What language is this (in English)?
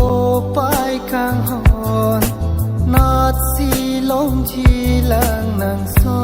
Karbi